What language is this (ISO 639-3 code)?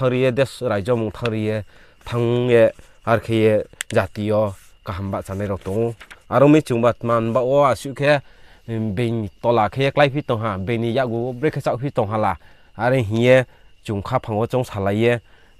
ria